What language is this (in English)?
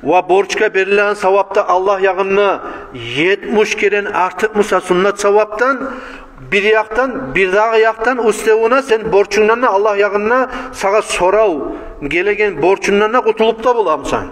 Kumyk